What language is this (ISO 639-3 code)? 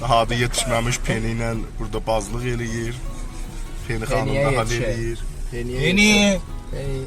azb